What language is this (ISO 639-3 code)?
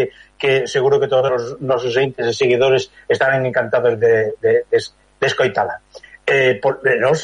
glg